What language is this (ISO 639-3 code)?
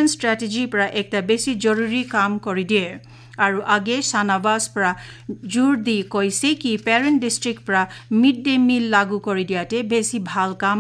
nag